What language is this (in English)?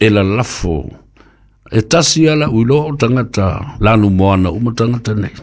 Samoan